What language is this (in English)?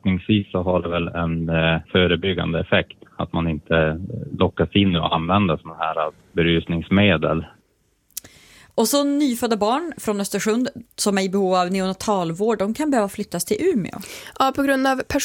Swedish